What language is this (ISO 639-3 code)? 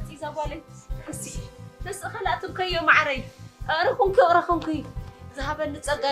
tir